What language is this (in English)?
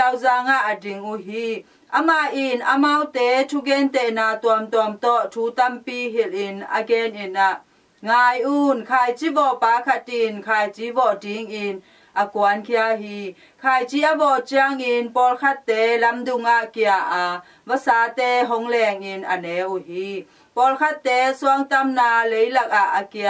Tedim Chin